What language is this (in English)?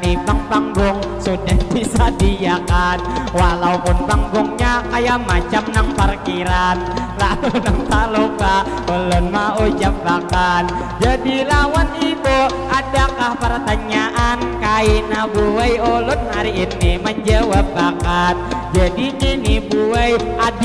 Banjar